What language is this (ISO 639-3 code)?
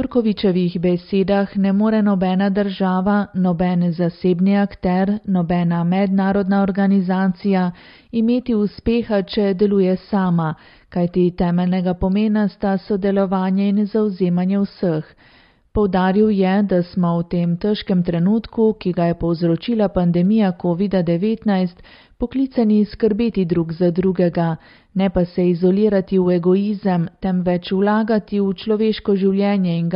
slv